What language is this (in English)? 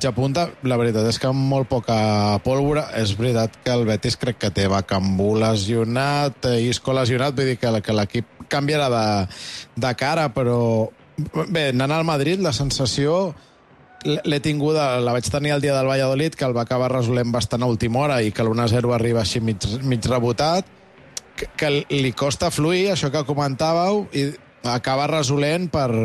Catalan